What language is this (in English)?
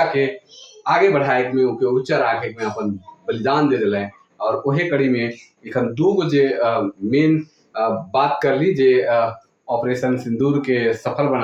Sadri